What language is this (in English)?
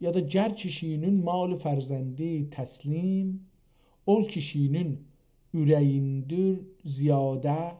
South Azerbaijani